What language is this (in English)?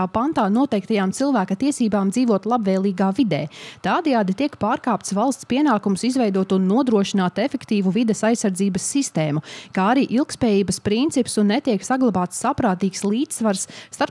Latvian